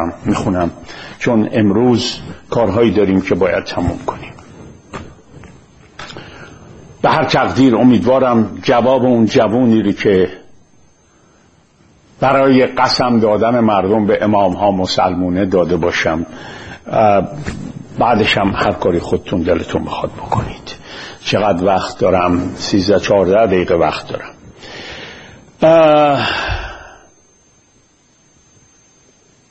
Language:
Persian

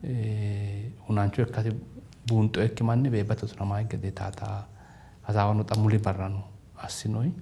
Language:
Sidamo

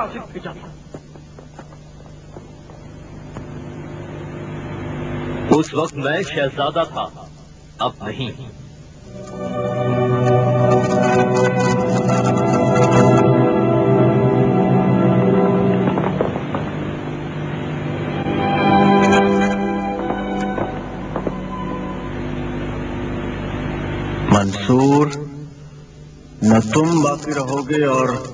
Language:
Urdu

